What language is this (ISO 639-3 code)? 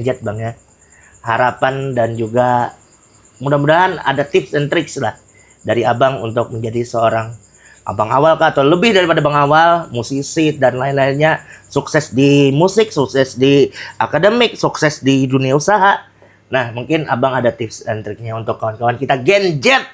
bjn